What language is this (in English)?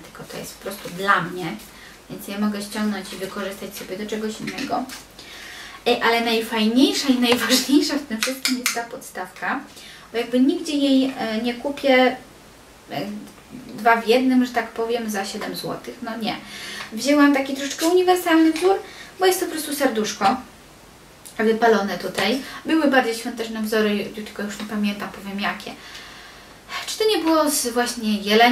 Polish